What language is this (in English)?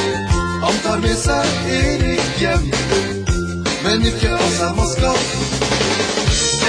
Norwegian